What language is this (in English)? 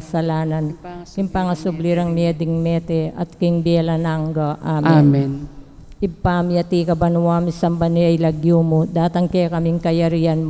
Pampanga